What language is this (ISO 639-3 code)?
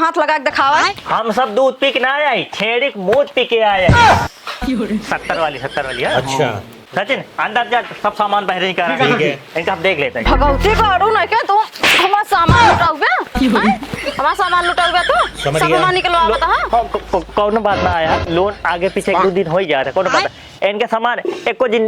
awa